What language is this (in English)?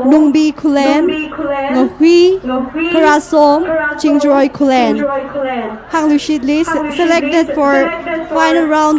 Tangkhul Naga (India)